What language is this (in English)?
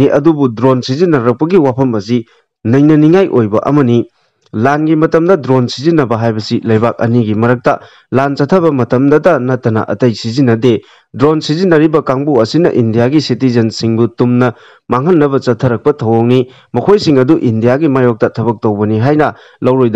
Manipuri